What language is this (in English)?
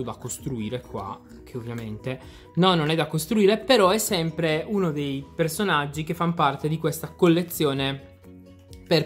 Italian